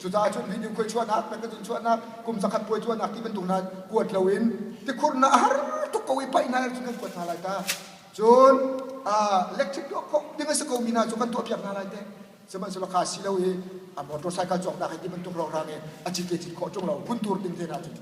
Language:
Hakha Chin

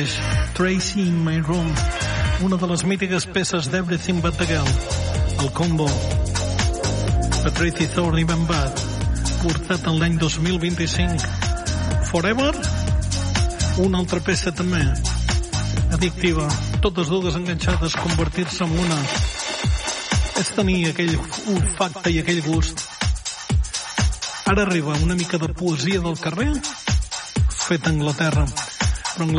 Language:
Catalan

